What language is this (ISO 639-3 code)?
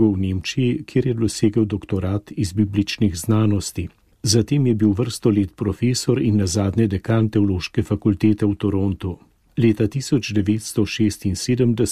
slv